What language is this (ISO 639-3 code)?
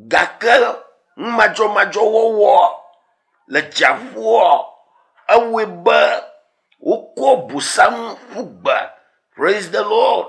ewe